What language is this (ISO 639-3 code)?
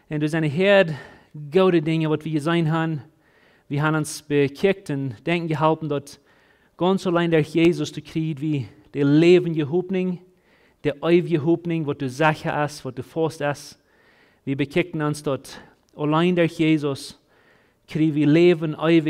pdt